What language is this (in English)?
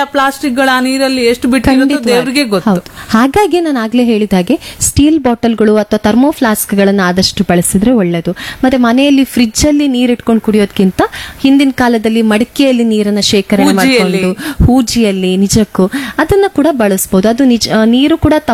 Kannada